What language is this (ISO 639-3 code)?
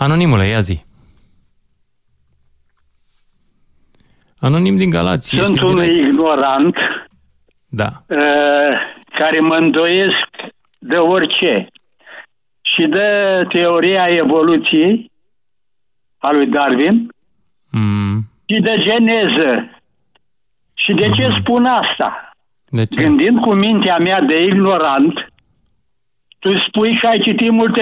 ron